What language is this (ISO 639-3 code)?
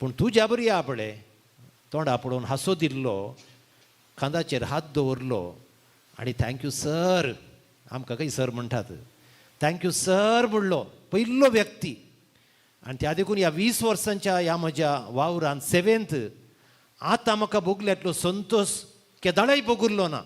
kok